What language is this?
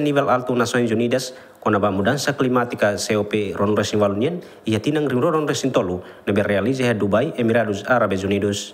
Tetum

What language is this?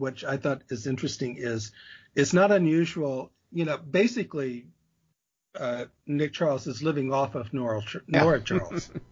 English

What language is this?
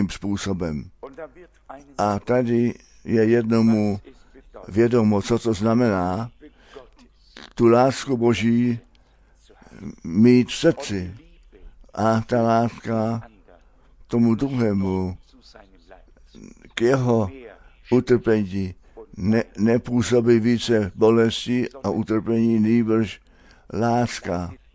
Czech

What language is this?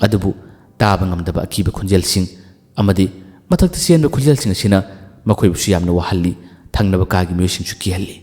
Manipuri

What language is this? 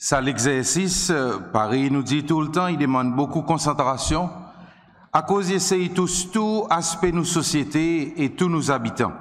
Seselwa Creole French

